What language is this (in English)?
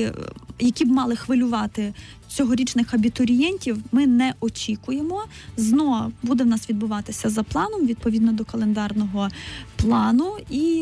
Ukrainian